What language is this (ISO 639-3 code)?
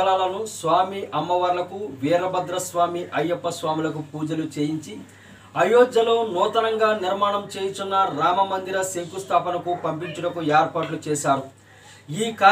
tel